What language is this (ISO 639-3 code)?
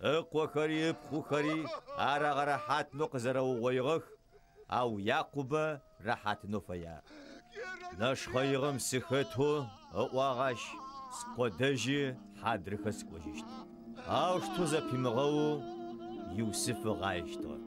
ady